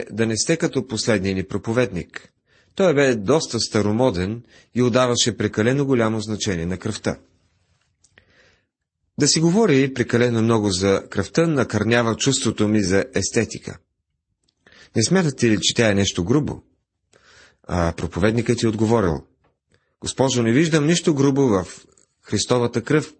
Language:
Bulgarian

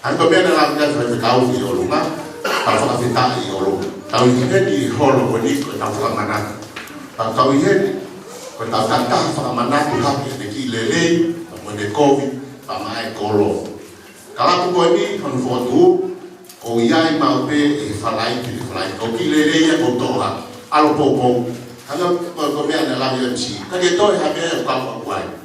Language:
Tongan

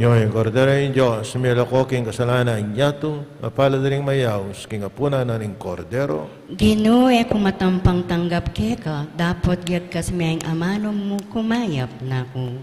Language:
Pampanga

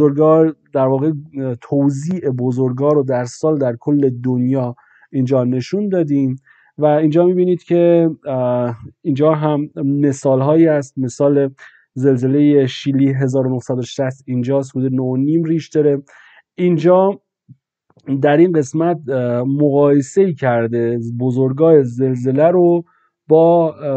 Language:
Persian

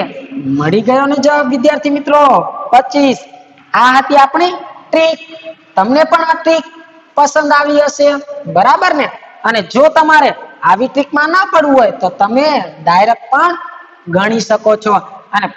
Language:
Gujarati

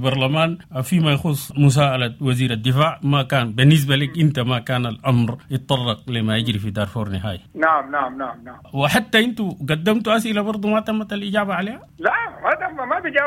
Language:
Sudanese Arabic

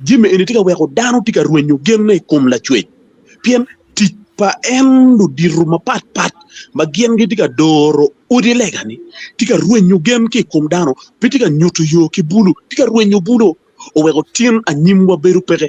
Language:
Acoli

